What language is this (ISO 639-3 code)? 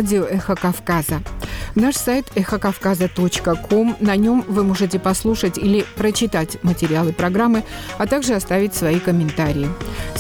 rus